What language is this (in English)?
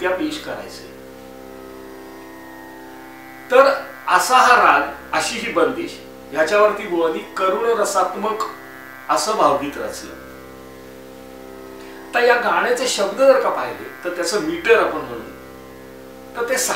Marathi